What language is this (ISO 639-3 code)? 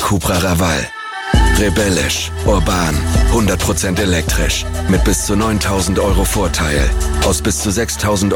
deu